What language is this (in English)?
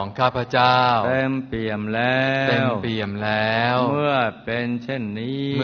Thai